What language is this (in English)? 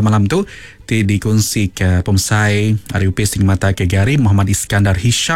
Iban